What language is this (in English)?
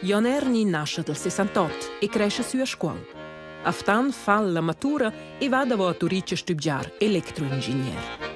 Romansh